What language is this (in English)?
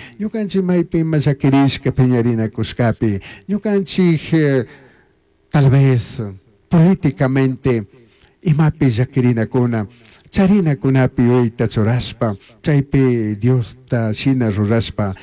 Chimborazo Highland Quichua